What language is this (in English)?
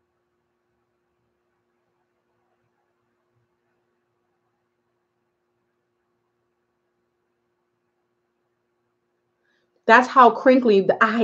English